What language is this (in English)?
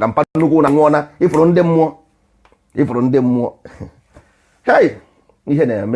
Igbo